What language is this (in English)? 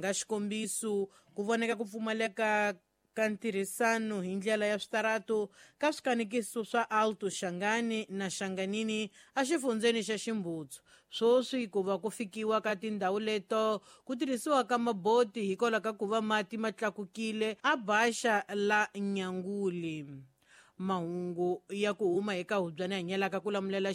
Tsonga